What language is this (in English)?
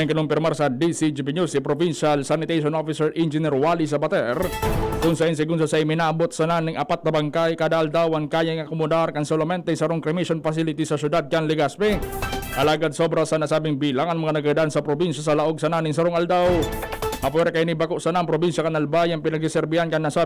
Bikol